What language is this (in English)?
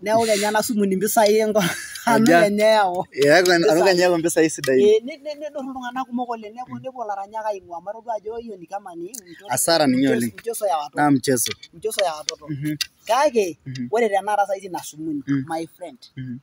Masai